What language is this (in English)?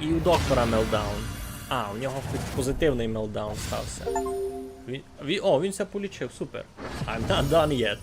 Rusyn